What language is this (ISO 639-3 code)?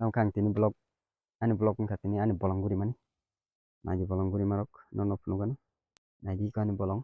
trp